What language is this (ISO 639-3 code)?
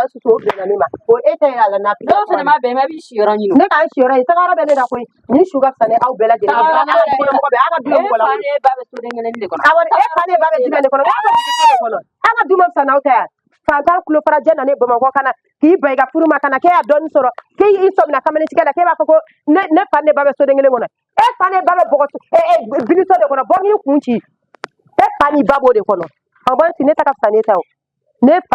bam